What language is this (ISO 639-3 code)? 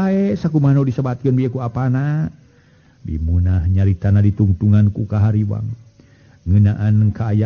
sun